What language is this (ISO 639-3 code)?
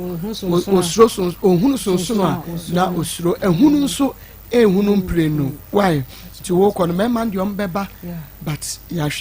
aka